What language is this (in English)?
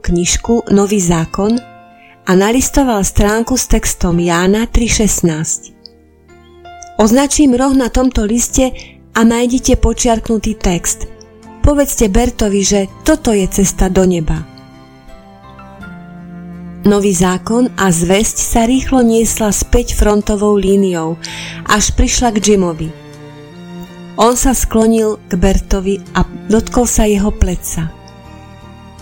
Slovak